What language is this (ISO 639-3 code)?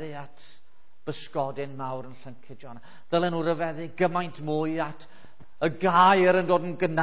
cym